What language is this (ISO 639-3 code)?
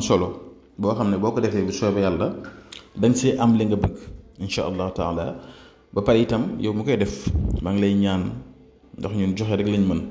wol